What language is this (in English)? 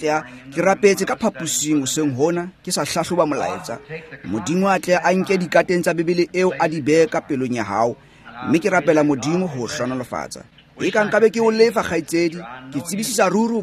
Tswana